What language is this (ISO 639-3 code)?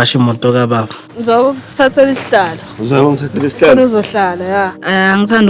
zul